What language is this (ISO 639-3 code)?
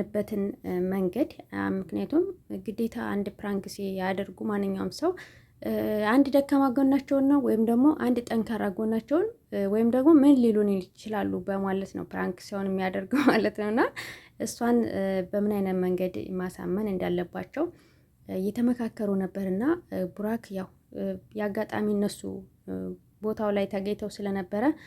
amh